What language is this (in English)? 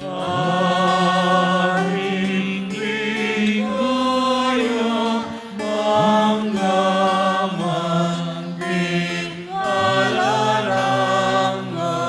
Pampanga